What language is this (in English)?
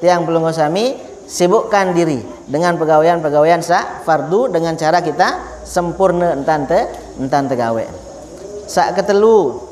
Sasak